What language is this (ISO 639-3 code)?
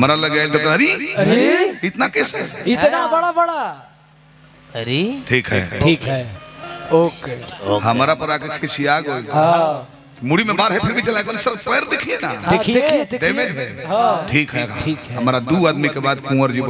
bho